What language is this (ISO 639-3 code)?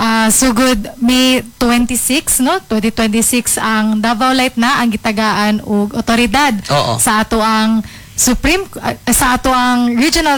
ceb